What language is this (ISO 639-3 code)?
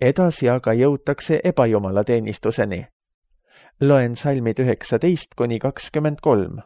est